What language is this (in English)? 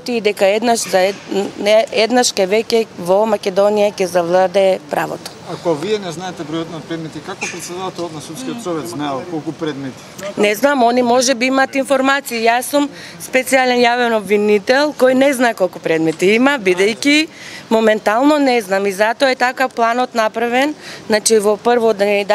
Macedonian